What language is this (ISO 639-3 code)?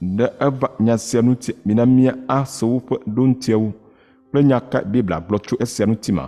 ewe